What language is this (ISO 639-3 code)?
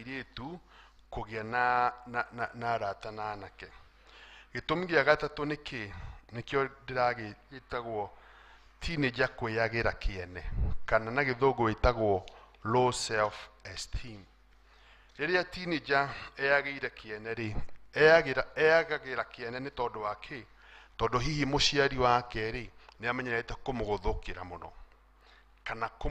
kik